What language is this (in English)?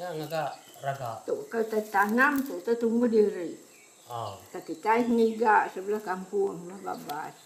Iban